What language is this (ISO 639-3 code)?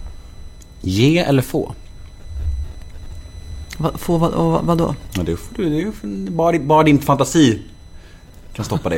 swe